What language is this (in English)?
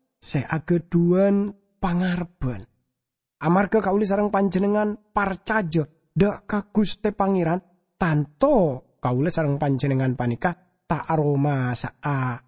Madurese